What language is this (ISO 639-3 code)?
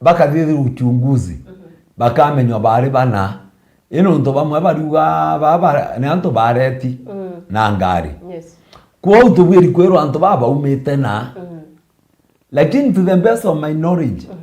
mer